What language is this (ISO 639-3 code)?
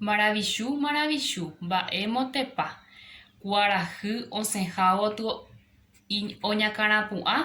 grn